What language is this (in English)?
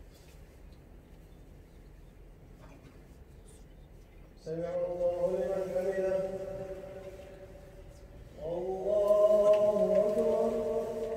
Arabic